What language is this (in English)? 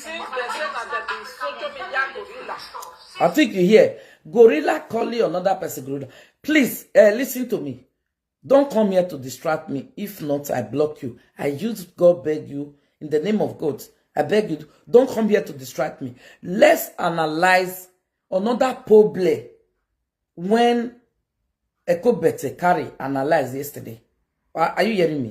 Nigerian Pidgin